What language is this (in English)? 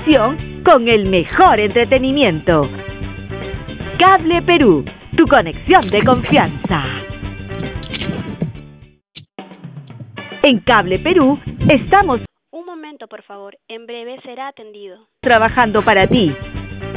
Spanish